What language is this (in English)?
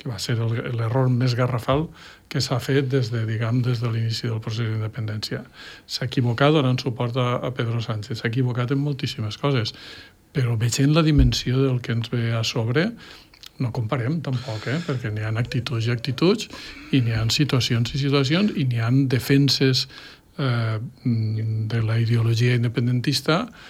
Catalan